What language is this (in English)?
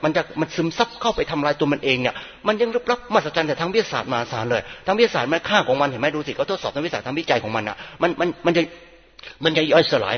Thai